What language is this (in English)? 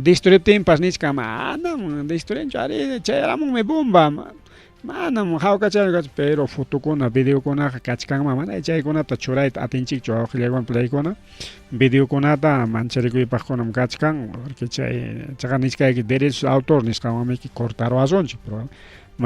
Ayacucho Quechua